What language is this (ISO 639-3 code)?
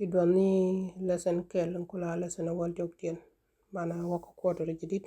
nus